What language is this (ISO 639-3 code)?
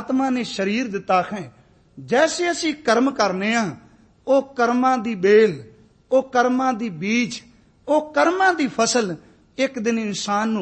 pan